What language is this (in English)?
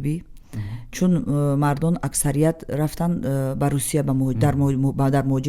Tajik